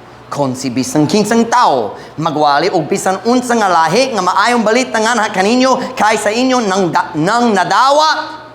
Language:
Cebuano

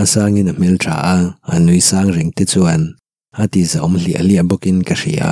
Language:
Mizo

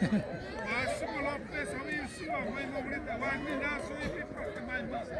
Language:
Xavánte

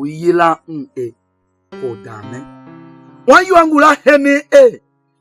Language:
Tiv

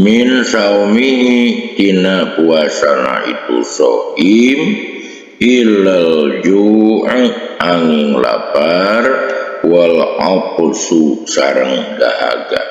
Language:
Sundanese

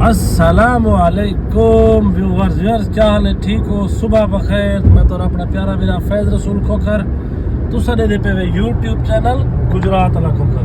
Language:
Saraiki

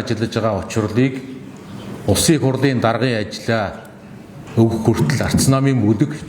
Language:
Mongolian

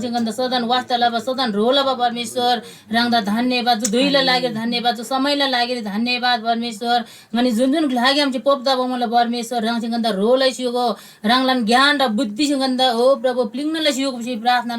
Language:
Eastern Tamang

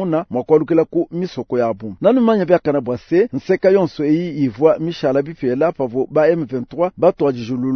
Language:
Luba-Lulua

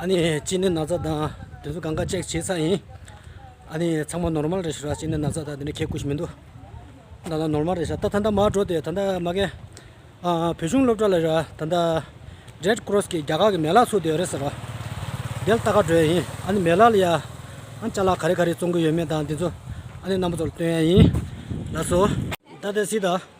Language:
Tibetan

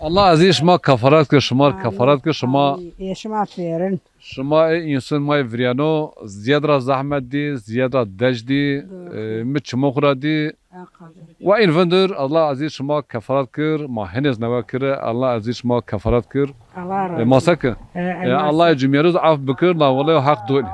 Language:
Zaza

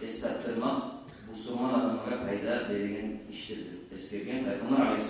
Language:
Kumyk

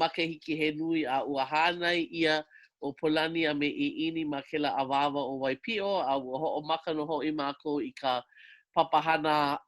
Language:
Hawaiian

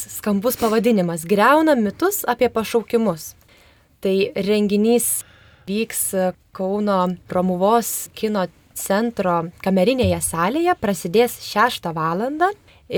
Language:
Lithuanian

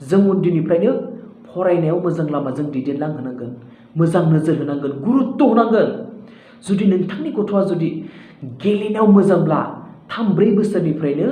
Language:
Bodo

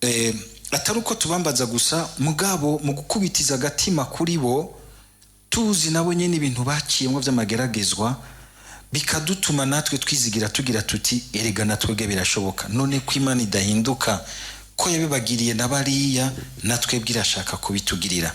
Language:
Rundi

